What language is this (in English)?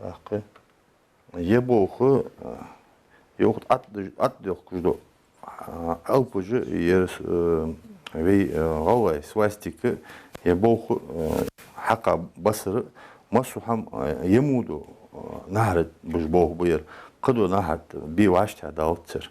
Ingush